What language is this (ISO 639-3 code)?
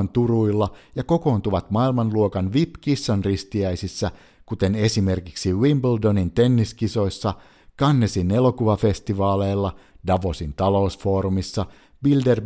fin